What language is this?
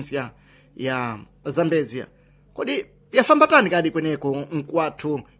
Sena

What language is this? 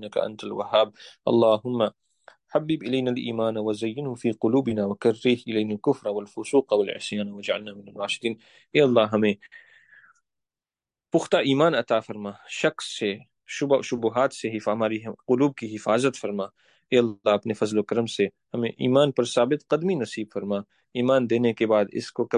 Urdu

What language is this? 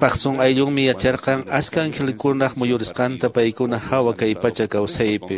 Quechua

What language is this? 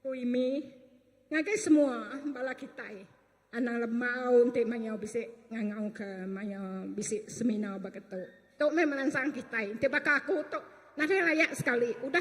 Iban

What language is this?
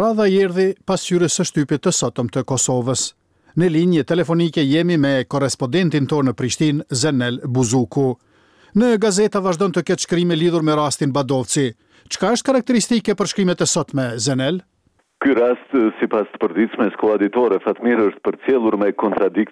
Albanian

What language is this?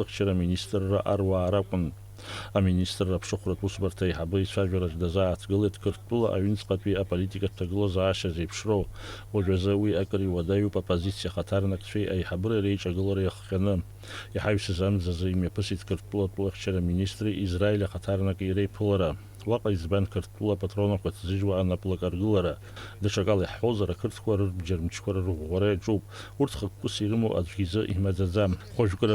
Abkhazian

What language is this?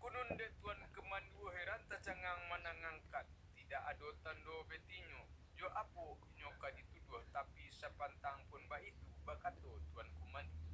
Minangkabau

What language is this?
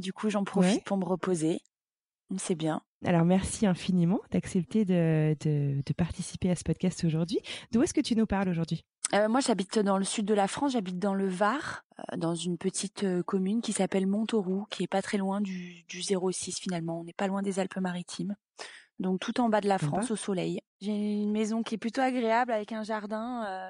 French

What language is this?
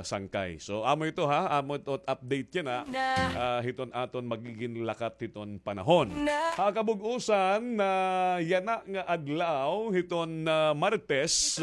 Waray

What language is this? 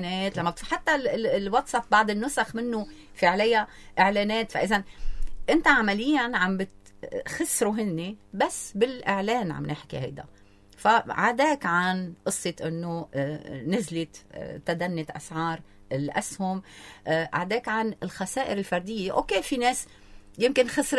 North Levantine Arabic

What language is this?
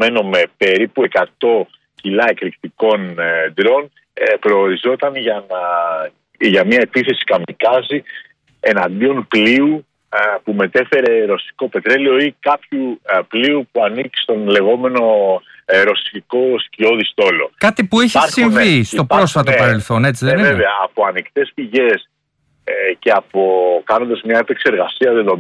Greek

